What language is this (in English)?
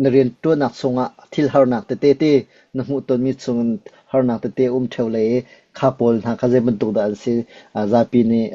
Hakha Chin